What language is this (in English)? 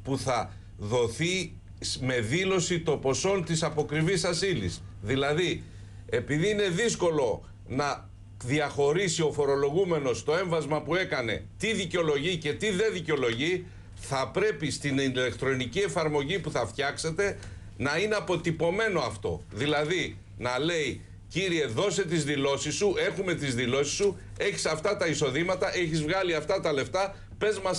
Greek